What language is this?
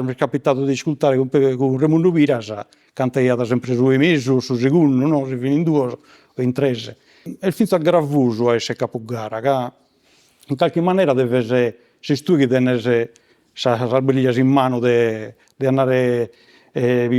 Sardinian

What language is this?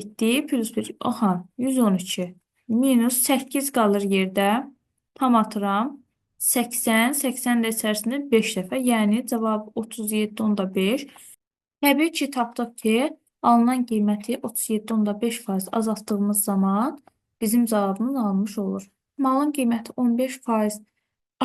Azerbaijani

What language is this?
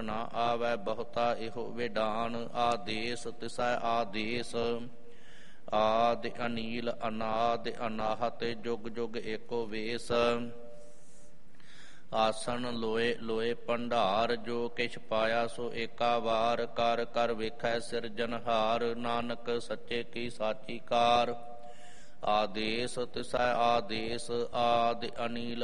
Punjabi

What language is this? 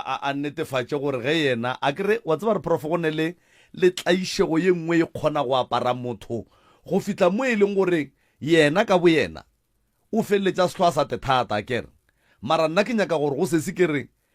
Northern Sotho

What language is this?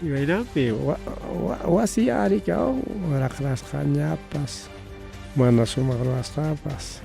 Ayacucho Quechua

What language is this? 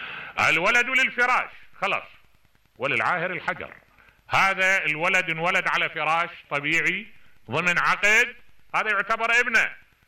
Mesopotamian Arabic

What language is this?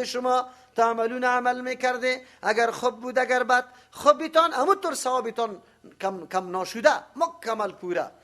Persian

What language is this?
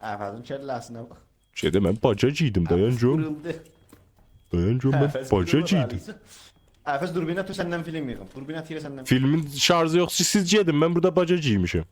South Azerbaijani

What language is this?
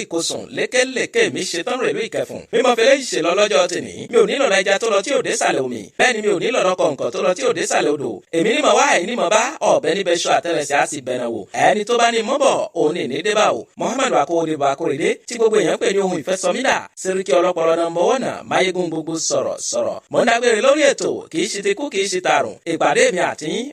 Yoruba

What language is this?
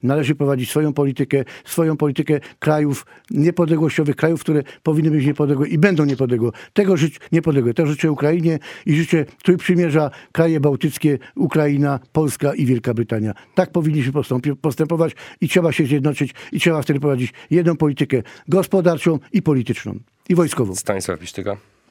Polish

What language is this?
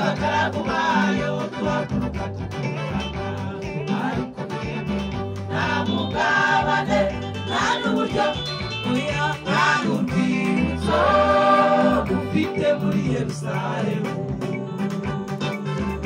Kinyarwanda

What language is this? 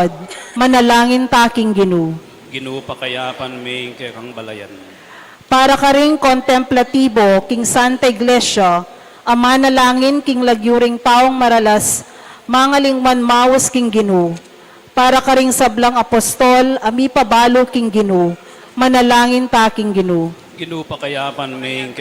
Pampanga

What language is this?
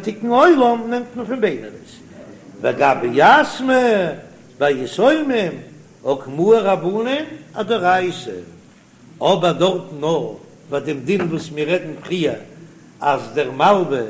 Yiddish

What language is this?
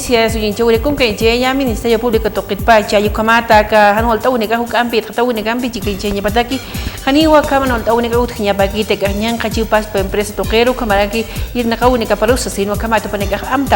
Aymara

